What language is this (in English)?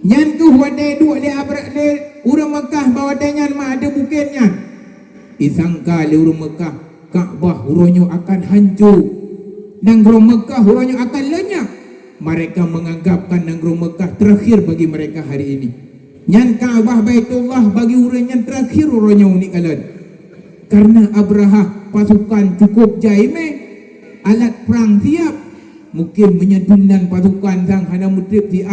Achinese